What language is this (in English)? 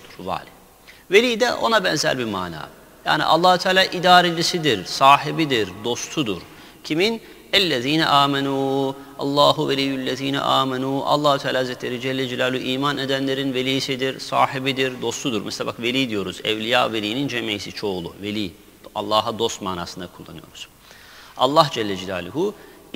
Turkish